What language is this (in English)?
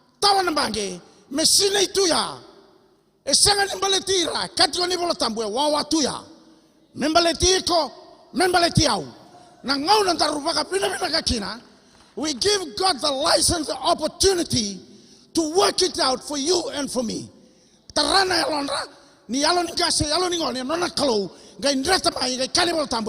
Fijian